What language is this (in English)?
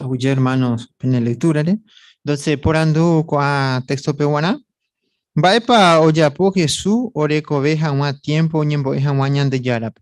Guarani